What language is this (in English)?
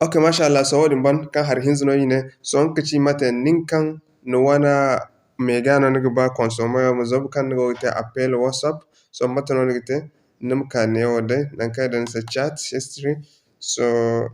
Zarma